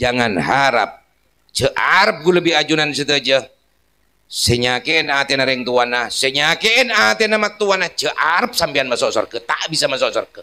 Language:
Madurese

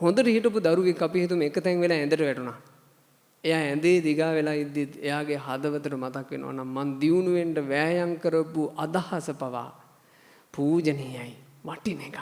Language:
Sinhala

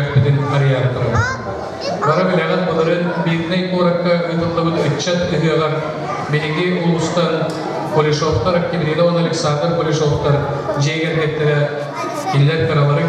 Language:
Yakut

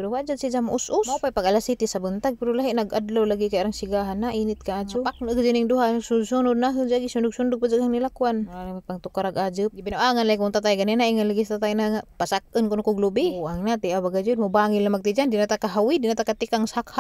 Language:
Cebuano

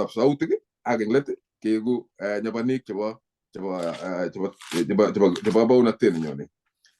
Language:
Kalenjin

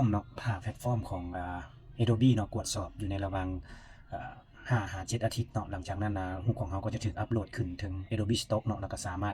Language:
Lao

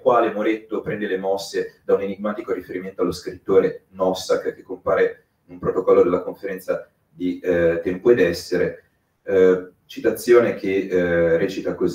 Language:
Italian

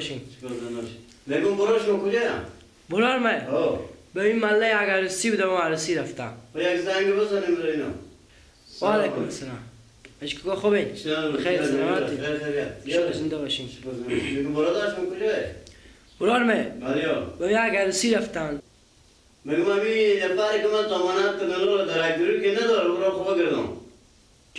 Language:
Persian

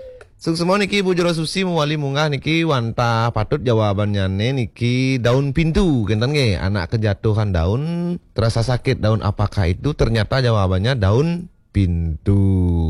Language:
Balinese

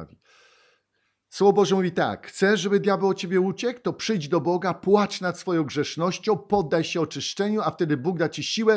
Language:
Polish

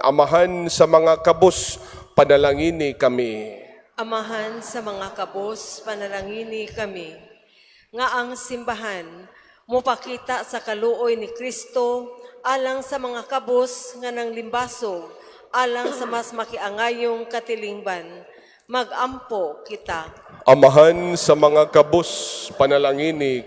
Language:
Cebuano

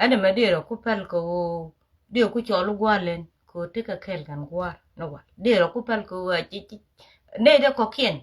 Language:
Nuer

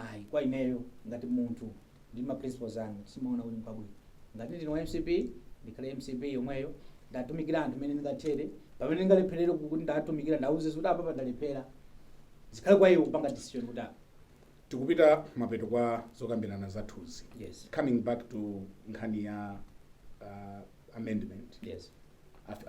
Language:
Nyanja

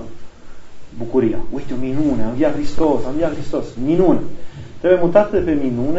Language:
Romanian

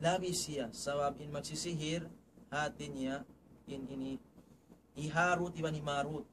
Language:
Tausug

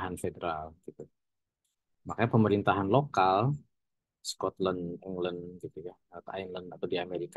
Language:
Indonesian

